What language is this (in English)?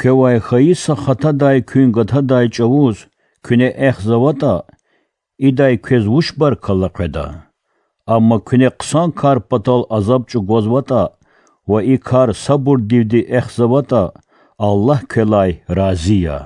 Lezghian